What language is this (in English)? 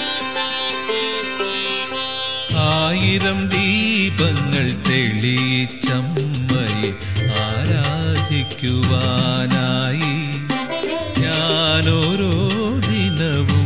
Malayalam